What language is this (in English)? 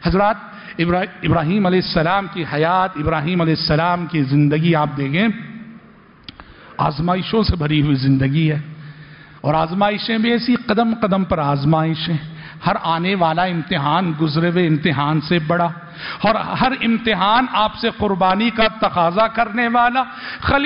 Urdu